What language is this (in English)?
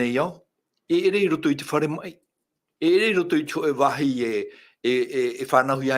Tahitian